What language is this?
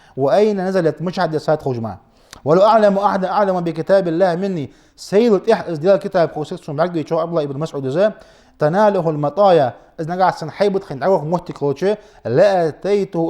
Ingush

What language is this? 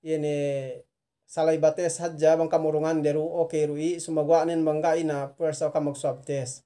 Yakan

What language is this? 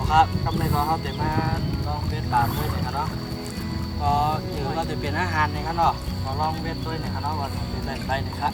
Shan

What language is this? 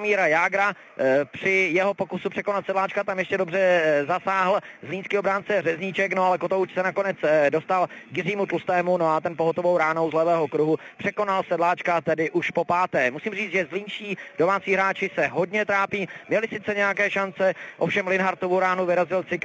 Czech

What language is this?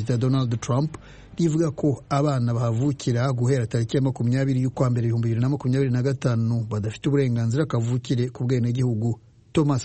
Kinyarwanda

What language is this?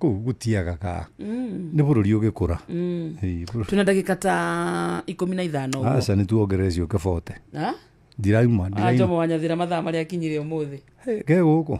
Kikuyu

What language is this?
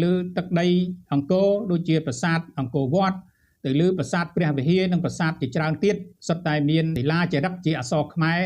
Khmer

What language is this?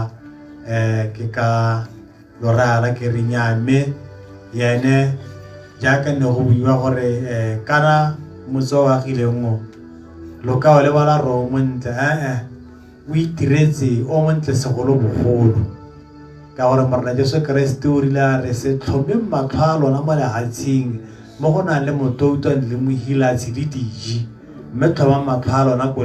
Tswana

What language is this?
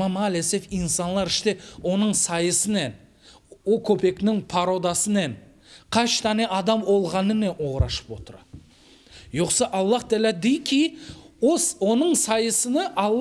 Crimean Tatar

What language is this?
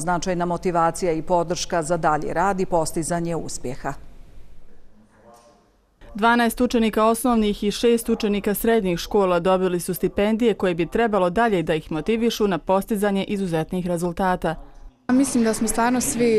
Bosnian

